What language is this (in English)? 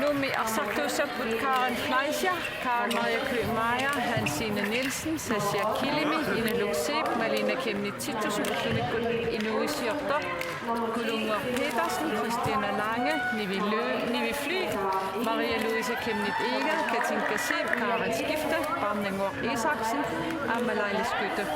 Kalaallisut